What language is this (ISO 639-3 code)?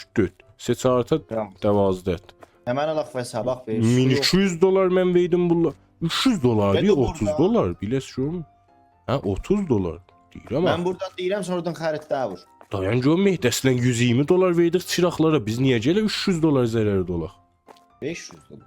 azb